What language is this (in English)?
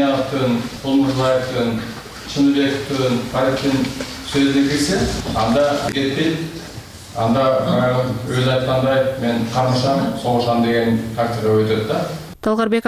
Kyrgyz